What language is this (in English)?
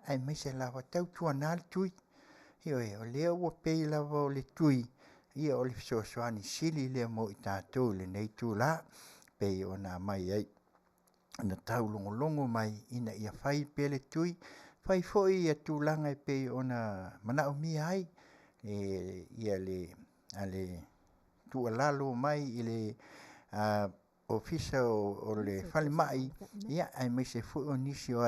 Samoan